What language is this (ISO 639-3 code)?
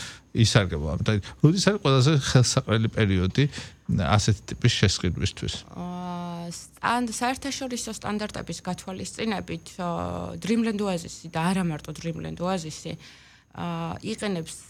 kat